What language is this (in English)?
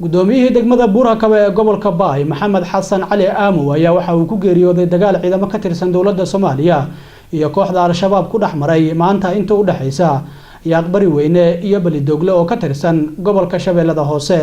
Somali